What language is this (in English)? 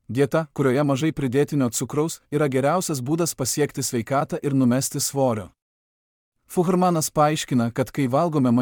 Lithuanian